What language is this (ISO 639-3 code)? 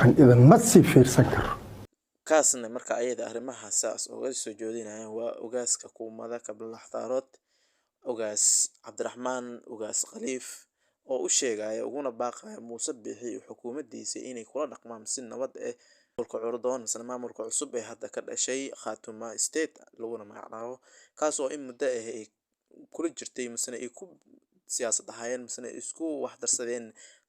som